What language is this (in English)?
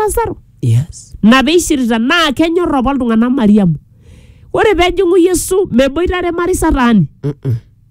Masai